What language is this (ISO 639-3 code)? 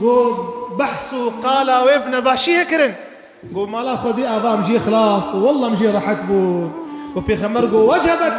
kur